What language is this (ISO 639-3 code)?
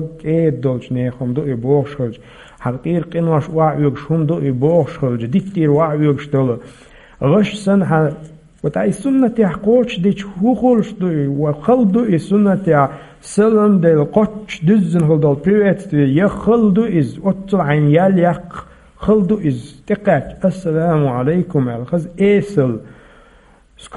che